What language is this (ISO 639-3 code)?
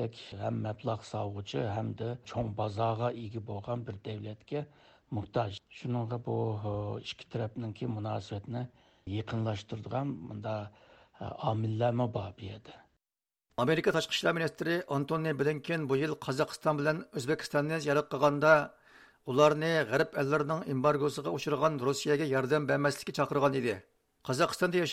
uig